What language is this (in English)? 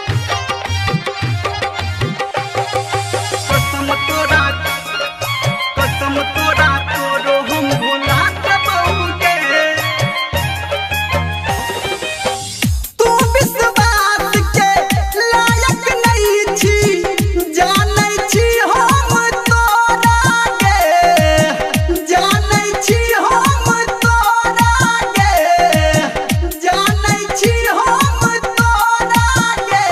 Maithili